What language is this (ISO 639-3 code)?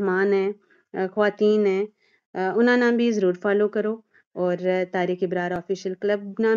gju